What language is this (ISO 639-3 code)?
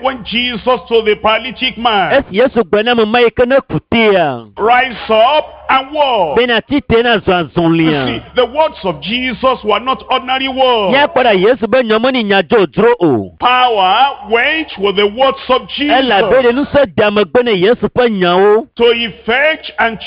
ewe